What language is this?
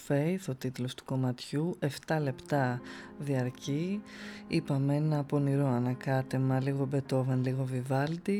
Greek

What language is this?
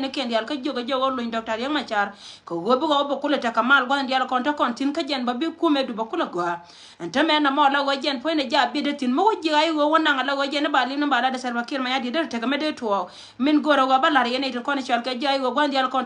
Nuer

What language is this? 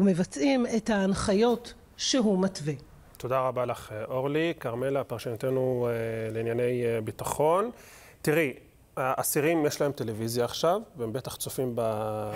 Hebrew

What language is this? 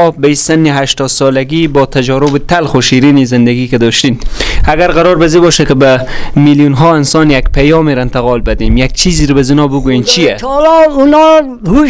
Persian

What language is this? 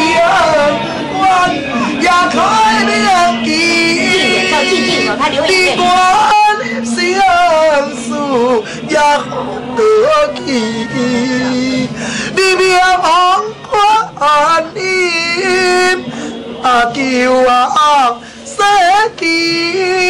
Chinese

